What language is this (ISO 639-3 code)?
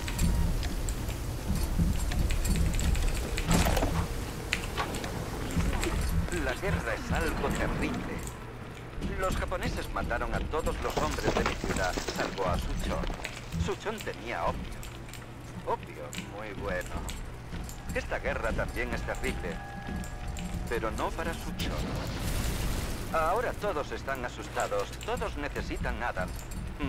spa